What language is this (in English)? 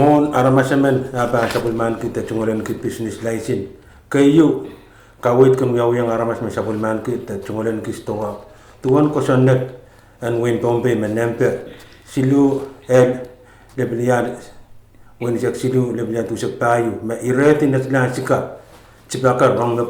Pohnpeian